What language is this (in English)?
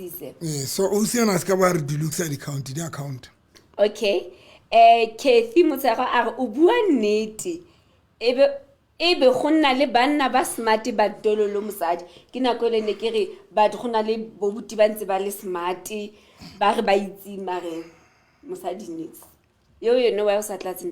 Southern Sotho